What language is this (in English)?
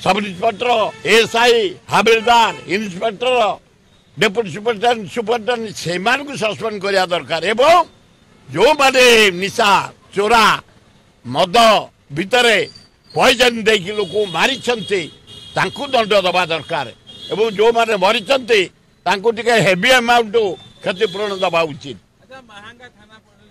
Odia